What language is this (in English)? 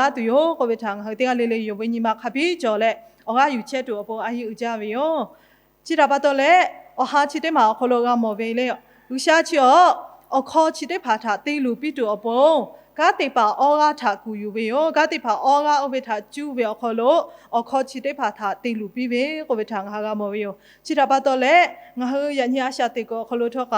Lahu